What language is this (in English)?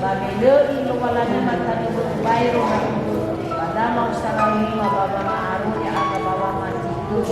Nias